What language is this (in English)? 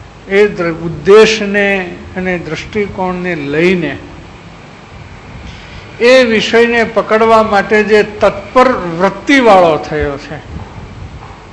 Gujarati